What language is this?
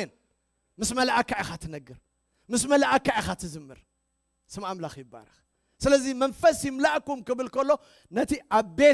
Tigrinya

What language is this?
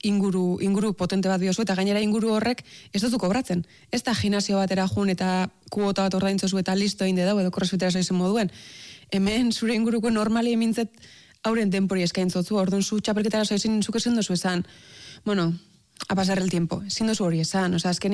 Basque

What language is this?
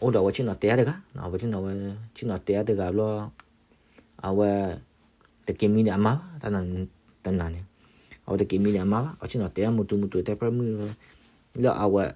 S'gaw Karen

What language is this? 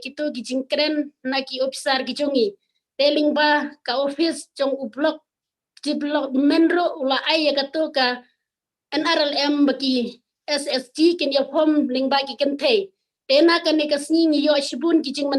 Khasi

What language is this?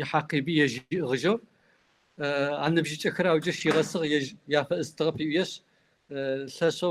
Kabardian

